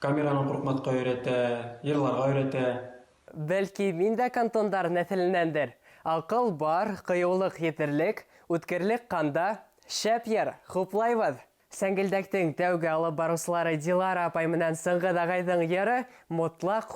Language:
Bashkir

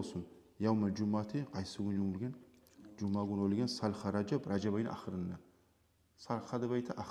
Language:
Kumyk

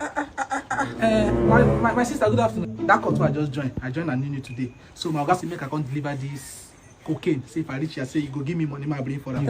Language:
Nigerian Pidgin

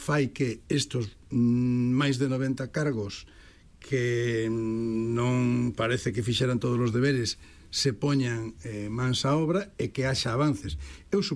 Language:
Galician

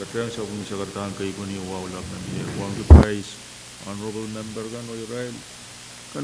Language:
Pohnpeian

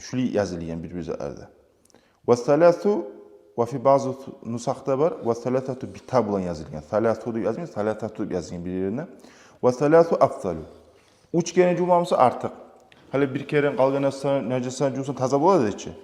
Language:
Kumyk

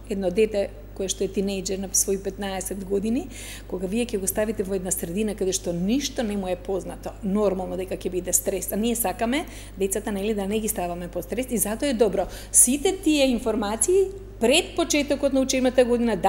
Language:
Macedonian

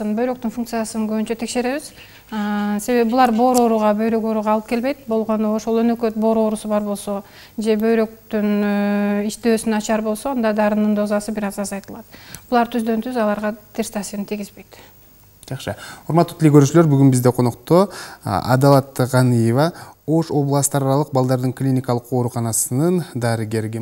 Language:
Kyrgyz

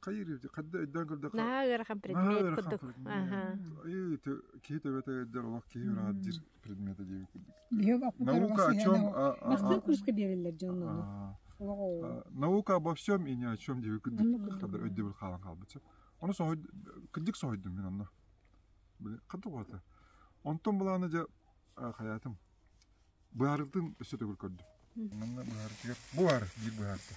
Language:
Yakut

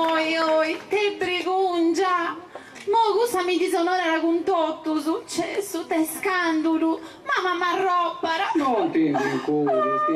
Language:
Sardinian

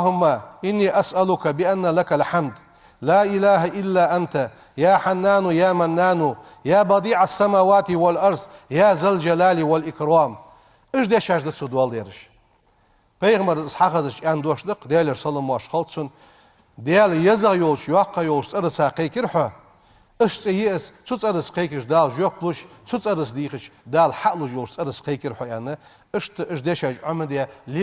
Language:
Ingush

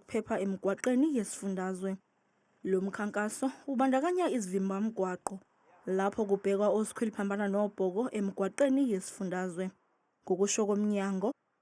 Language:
Zulu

